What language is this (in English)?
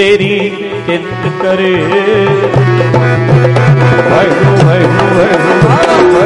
Punjabi